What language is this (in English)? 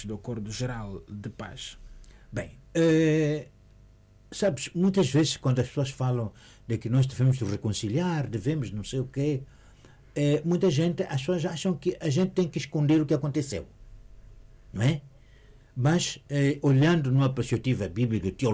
Portuguese